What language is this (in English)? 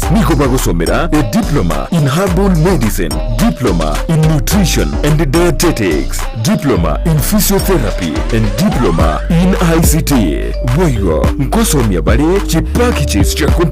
Gusii